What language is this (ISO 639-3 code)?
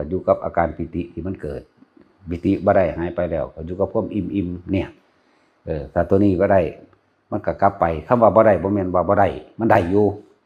tts